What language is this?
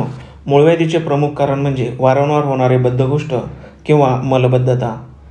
Marathi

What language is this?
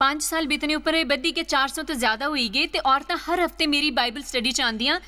Dogri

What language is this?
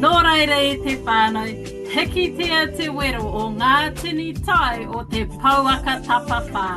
Māori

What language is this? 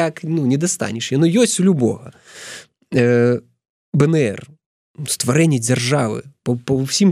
Belarusian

